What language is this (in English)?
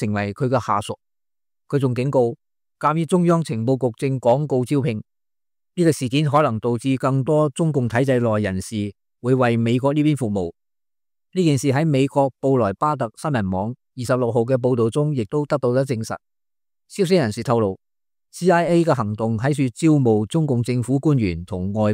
Cantonese